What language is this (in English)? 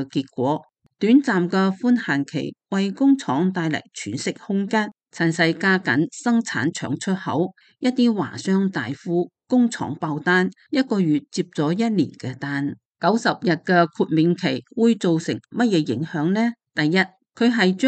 Cantonese